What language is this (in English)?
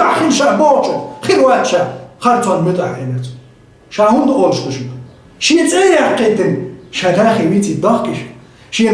Chechen